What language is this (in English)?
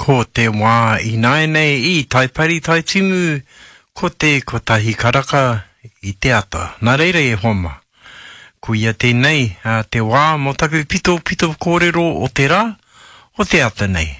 Māori